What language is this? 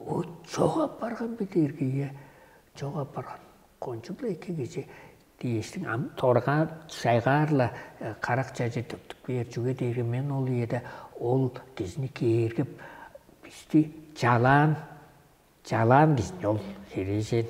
Tuvinian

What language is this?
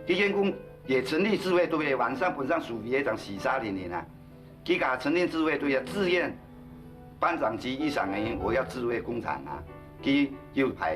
Hakka Chinese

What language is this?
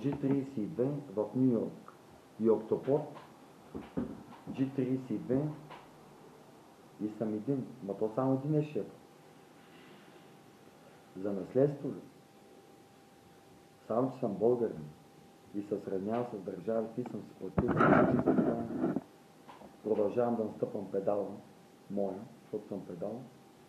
Bulgarian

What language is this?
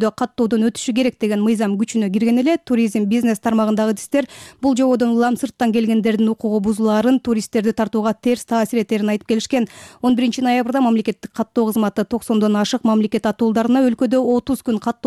Kyrgyz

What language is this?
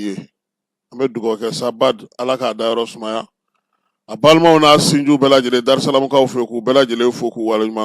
Bambara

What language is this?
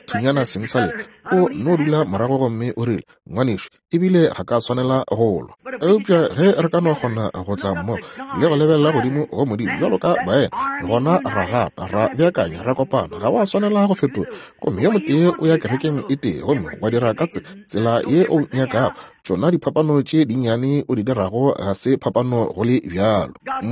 Northern Sotho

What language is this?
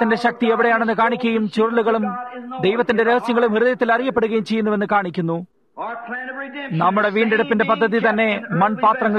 Malayalam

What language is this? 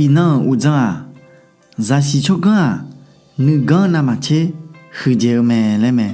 Akha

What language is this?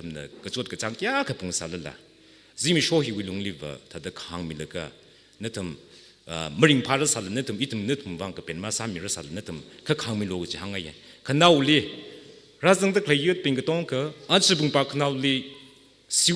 Tangkhul Naga (India)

